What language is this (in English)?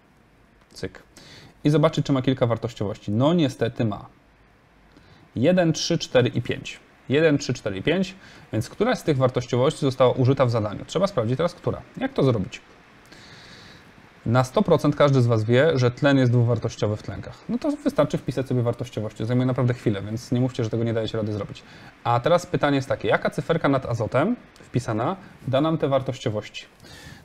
Polish